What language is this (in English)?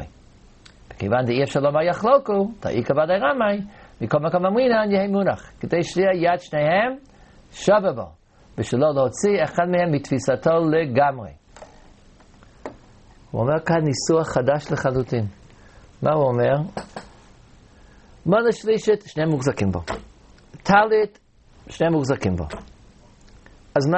Hebrew